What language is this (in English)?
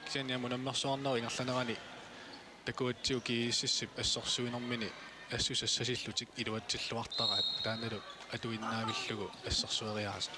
Kalaallisut